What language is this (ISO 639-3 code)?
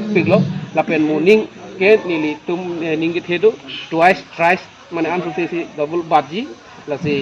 mjw